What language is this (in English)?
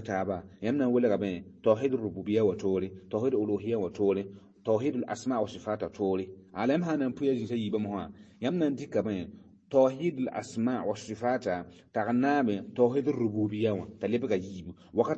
Mossi